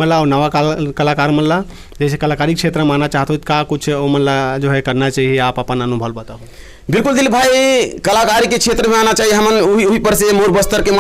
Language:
Chhattisgarhi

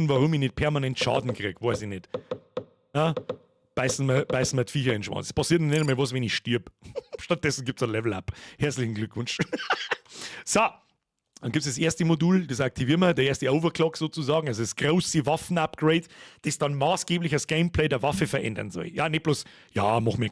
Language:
Bavarian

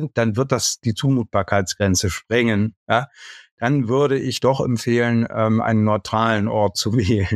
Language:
German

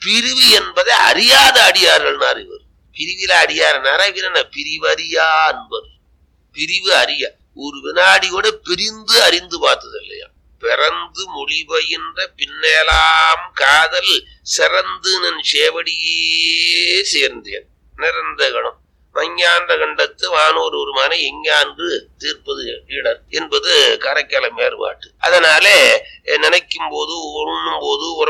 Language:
Tamil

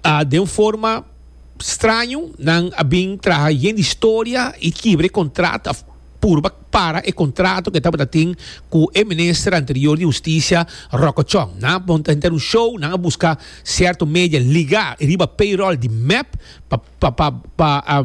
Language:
Papiamento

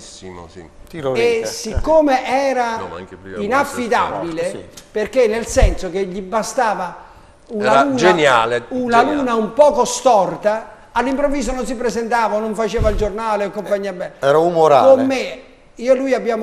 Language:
Italian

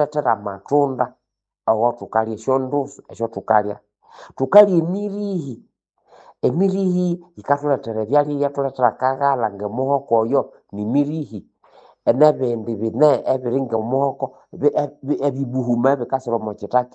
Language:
Nande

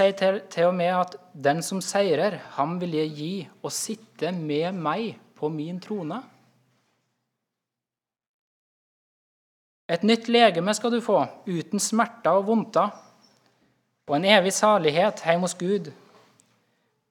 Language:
Norwegian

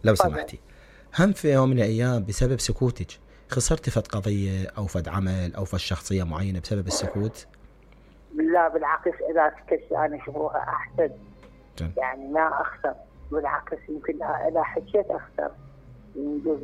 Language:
Mesopotamian Arabic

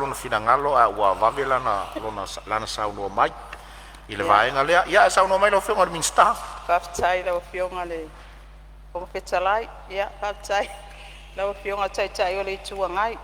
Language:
Samoan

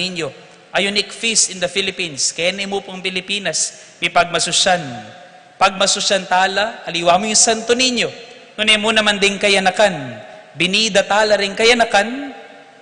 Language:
Pampanga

